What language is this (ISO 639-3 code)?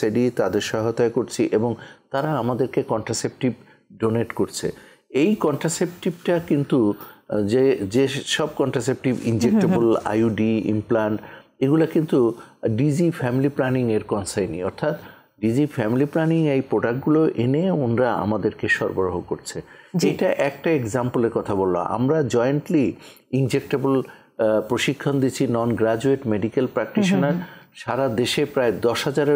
ben